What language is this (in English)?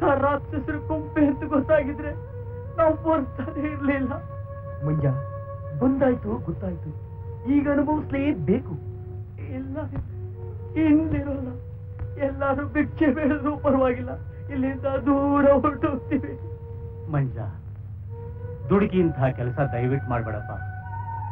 Kannada